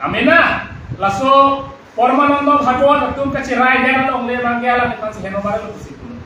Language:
Karbi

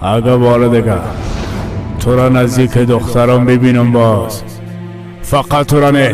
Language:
Tajik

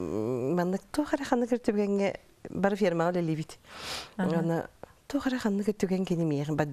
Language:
Yakut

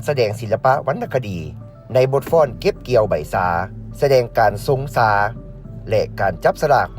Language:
Lao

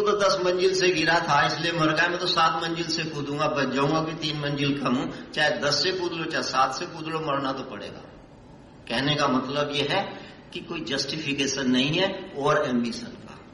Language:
Hindi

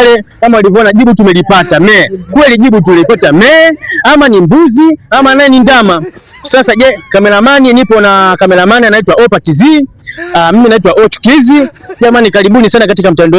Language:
Swahili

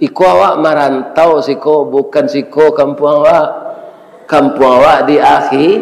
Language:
Minangkabau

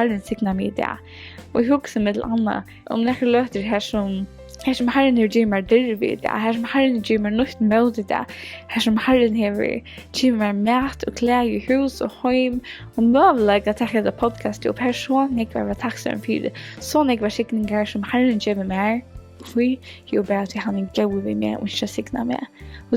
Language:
Faroese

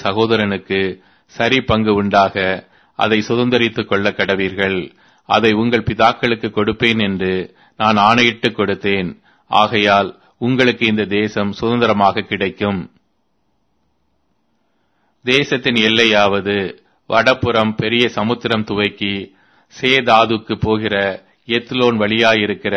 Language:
Tamil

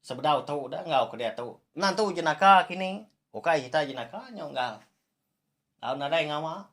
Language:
Iban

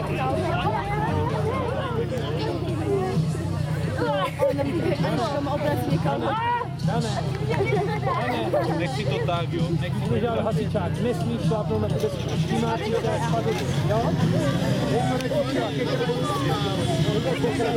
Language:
Czech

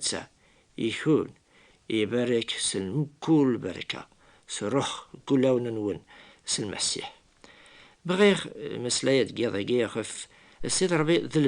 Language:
Kabyle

